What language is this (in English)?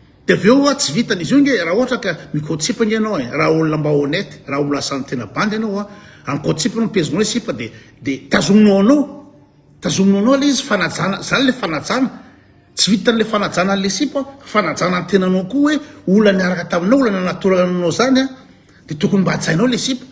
Malagasy